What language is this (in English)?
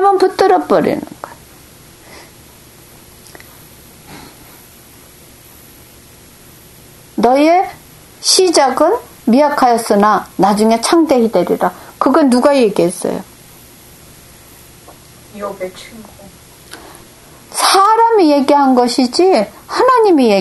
Korean